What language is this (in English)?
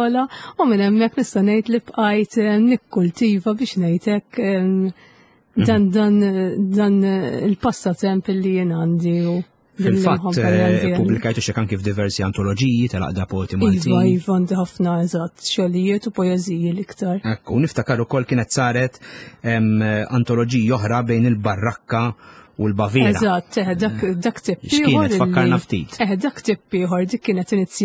Maltese